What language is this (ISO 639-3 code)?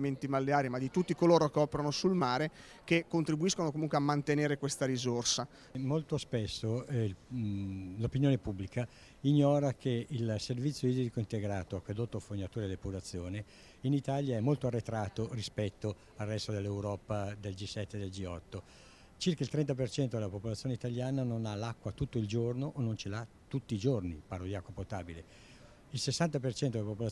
ita